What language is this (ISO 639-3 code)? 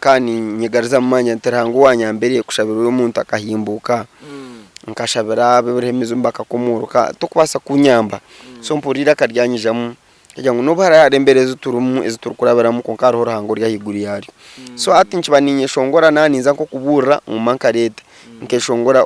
nyn